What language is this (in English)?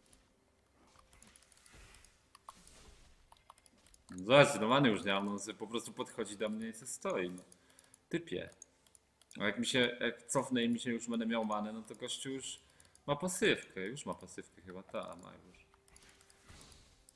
Polish